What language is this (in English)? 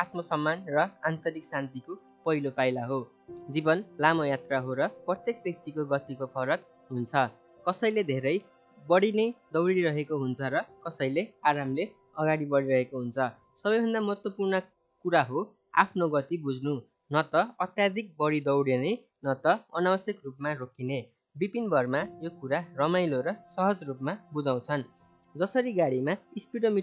Nepali